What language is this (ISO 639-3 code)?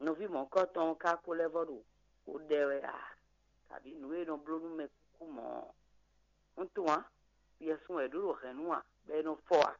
fon